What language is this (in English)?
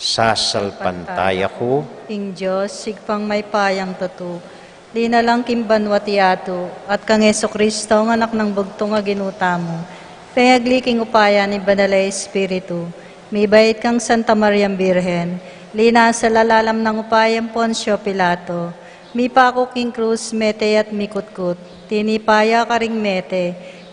Pampanga